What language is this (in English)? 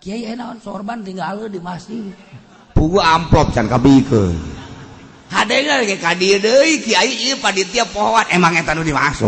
Sundanese